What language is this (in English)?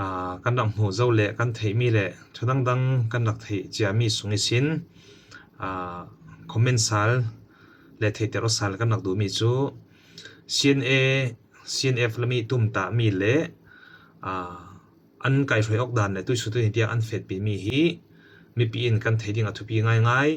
Falam Chin